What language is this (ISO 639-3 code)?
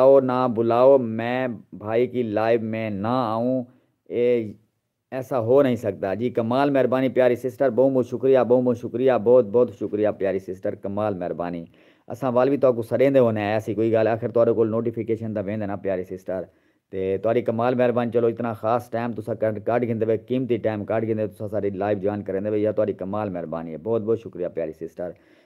skr